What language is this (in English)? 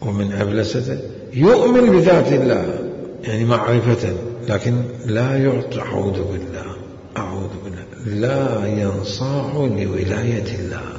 Mesopotamian Arabic